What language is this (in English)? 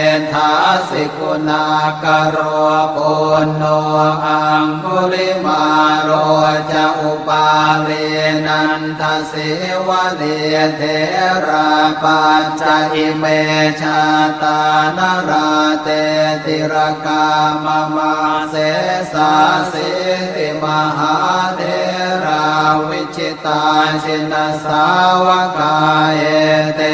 Pali